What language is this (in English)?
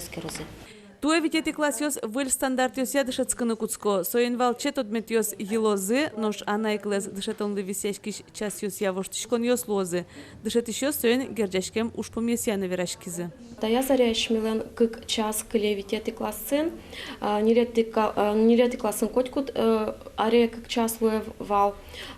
Udmurt